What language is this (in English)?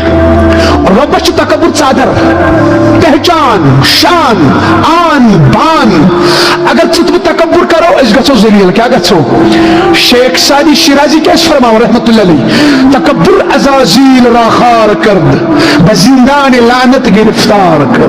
Kashmiri